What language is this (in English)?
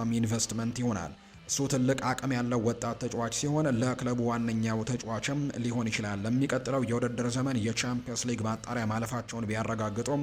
Amharic